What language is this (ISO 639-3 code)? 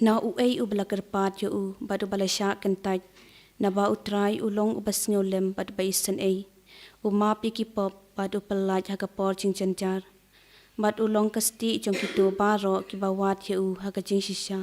kha